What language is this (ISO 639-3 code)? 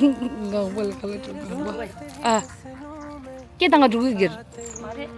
bod